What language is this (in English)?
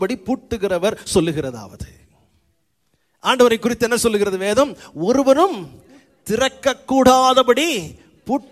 Tamil